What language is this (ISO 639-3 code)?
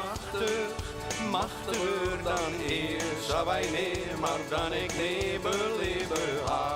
fry